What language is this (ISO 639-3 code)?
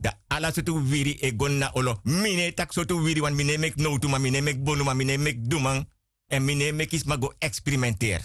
srn